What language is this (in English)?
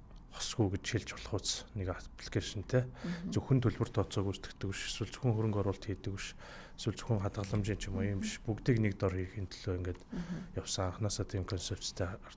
Mongolian